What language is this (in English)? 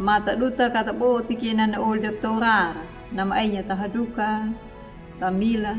Anakalangu